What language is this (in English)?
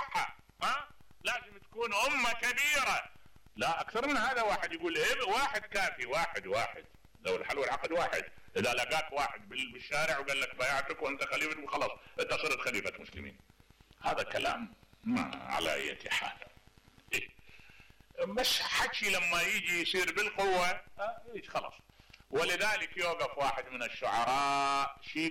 Mesopotamian Arabic